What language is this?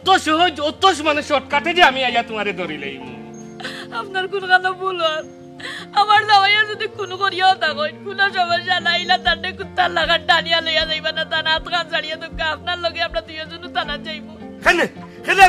Sylheti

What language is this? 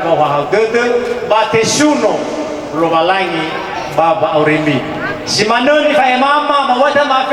Nias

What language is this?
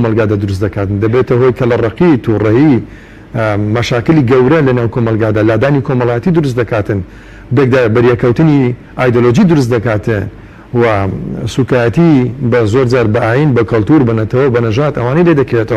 Central Kurdish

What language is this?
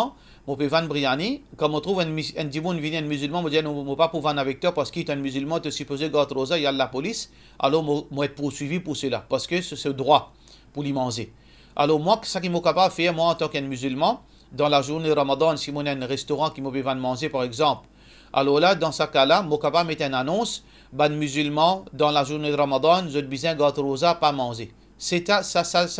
Morisyen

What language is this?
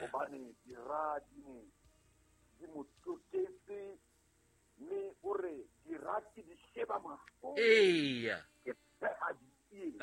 Southern Sotho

